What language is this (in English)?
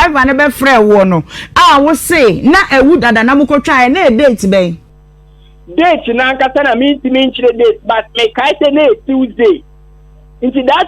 Akan